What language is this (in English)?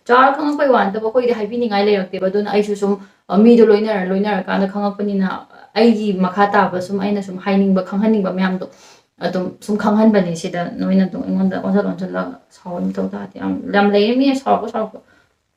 Manipuri